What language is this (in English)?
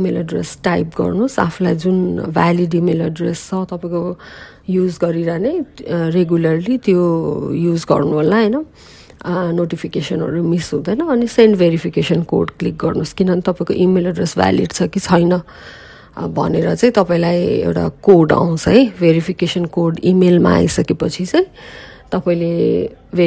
Nepali